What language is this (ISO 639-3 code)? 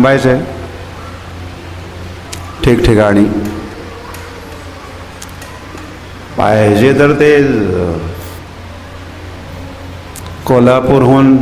mar